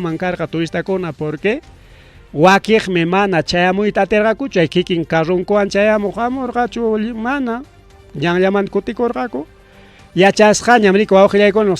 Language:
Ayacucho Quechua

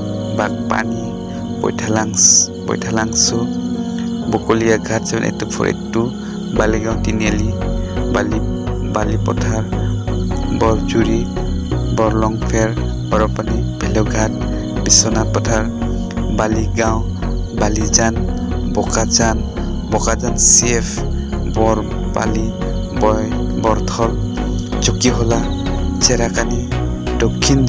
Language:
Karbi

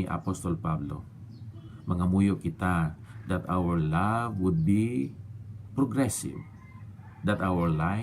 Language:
Hiligaynon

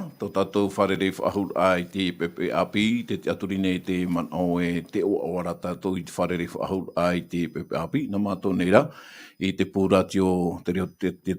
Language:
Tahitian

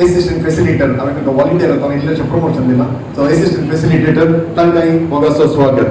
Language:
Konkani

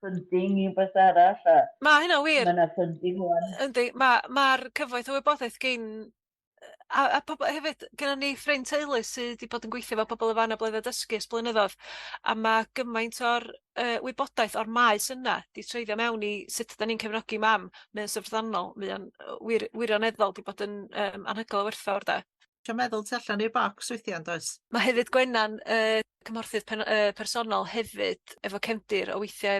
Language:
Welsh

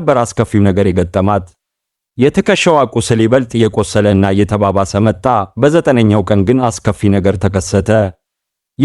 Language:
Amharic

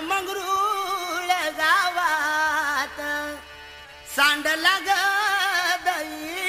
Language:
Marathi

